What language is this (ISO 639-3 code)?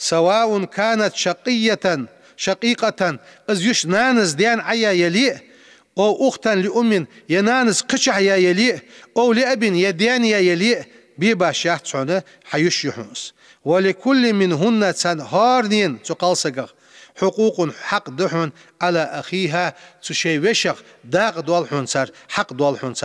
inh